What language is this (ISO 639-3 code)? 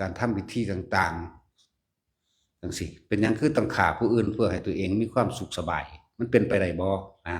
tts